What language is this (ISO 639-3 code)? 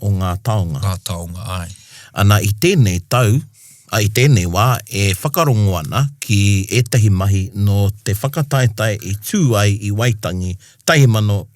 mri